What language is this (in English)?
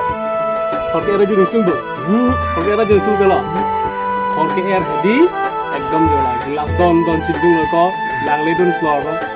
Karbi